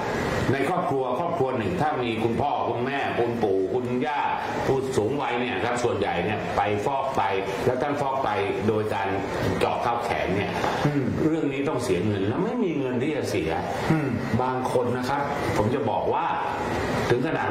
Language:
Thai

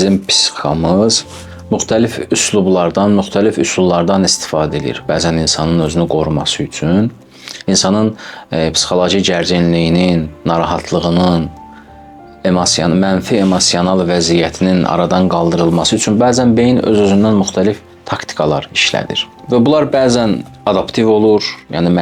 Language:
Azerbaijani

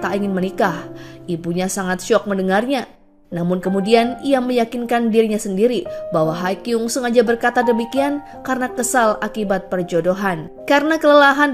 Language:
Indonesian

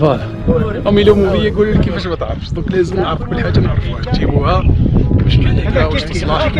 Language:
Algerian Arabic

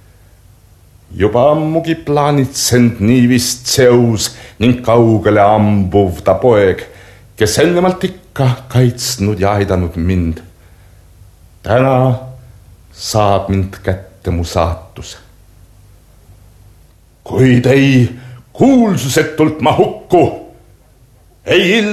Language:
Estonian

